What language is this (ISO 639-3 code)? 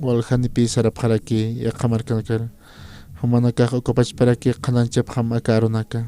aym